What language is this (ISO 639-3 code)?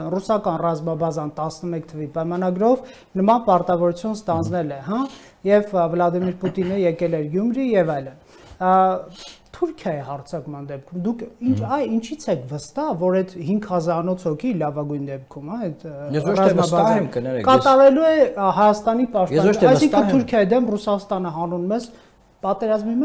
hye